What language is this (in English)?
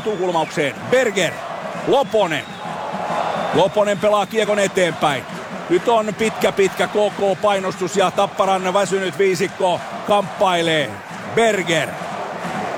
Finnish